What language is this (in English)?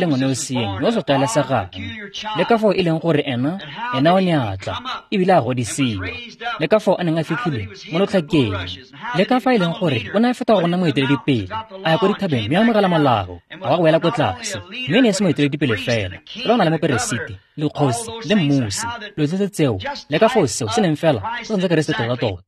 Tswana